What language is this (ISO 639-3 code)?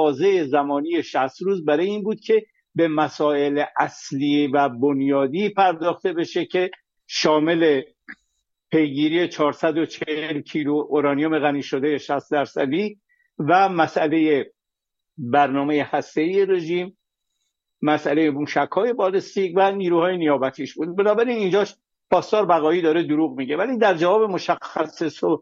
fas